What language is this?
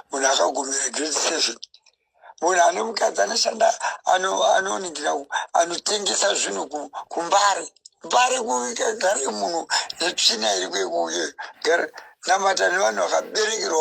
Shona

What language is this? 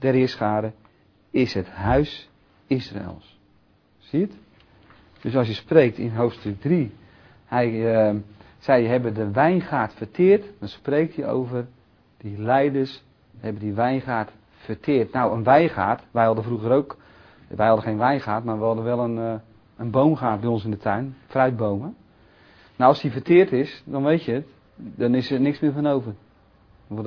Dutch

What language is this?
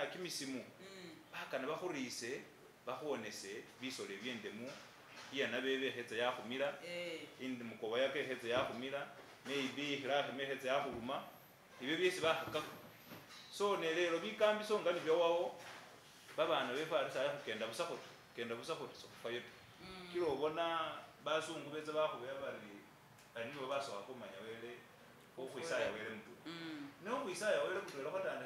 Masaaba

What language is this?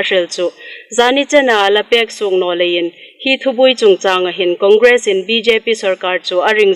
Hmar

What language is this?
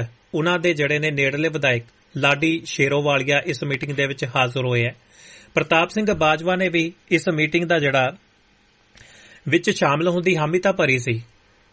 Punjabi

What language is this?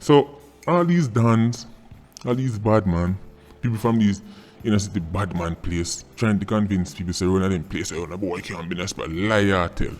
Jamaican Creole English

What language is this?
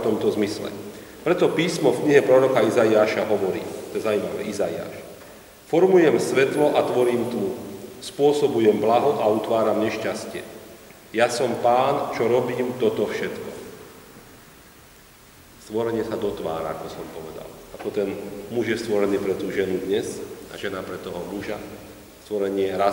Slovak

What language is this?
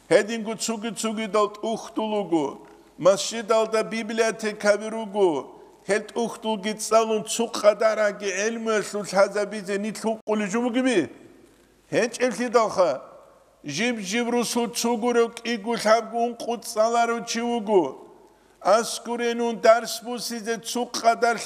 Avaric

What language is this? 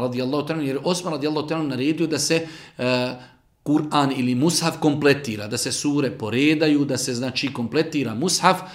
Bosnian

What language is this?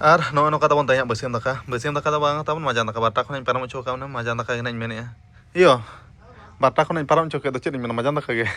Santali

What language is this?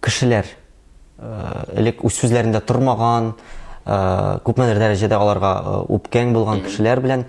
Tatar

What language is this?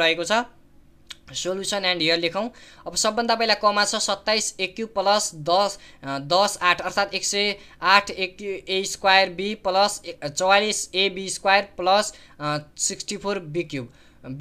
Nepali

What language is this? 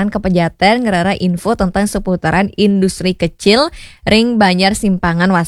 Balinese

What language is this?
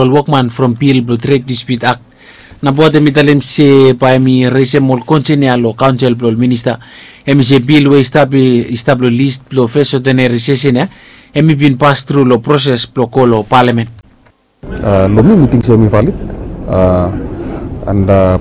Bislama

